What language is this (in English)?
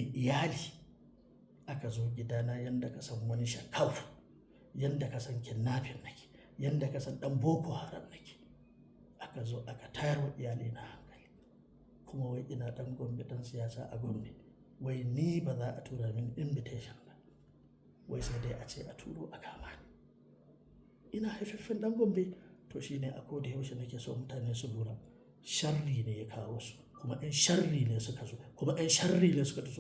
Hausa